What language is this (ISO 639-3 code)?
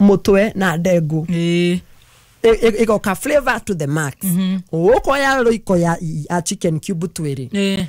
kik